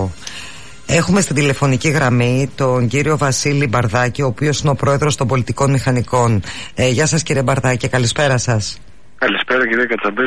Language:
Greek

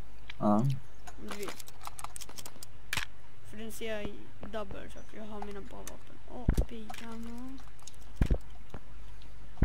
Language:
Swedish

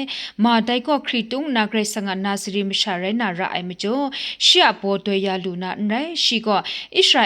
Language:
Kachin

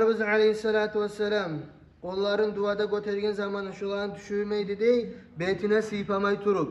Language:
Kumyk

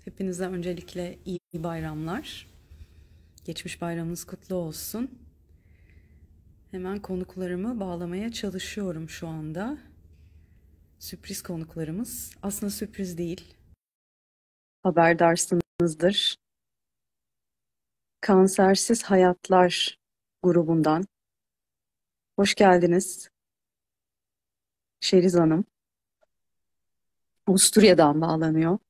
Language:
Turkish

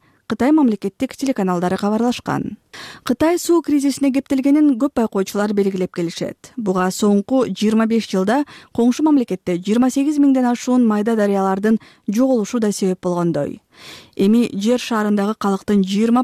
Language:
Kyrgyz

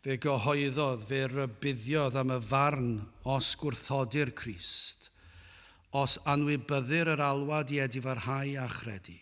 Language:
Welsh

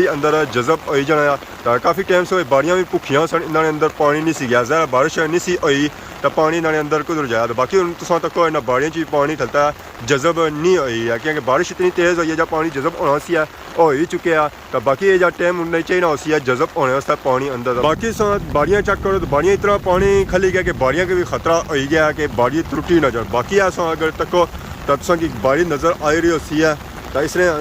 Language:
Pahari-Potwari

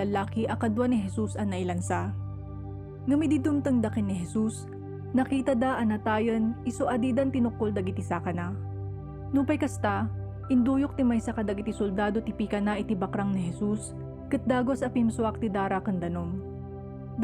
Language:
Iloko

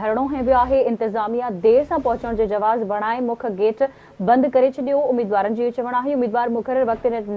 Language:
Sindhi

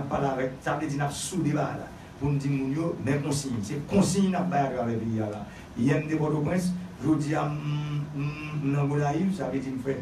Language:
Haitian Creole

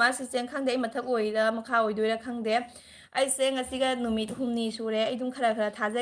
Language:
Manipuri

